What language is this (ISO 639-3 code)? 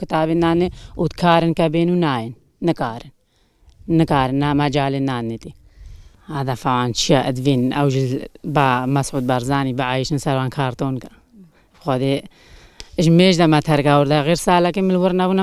kur